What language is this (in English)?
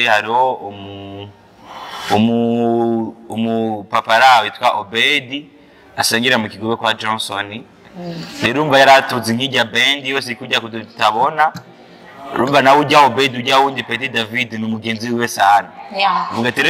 Rundi